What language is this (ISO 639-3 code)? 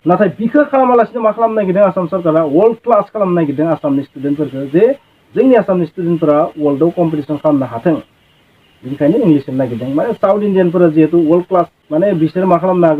brx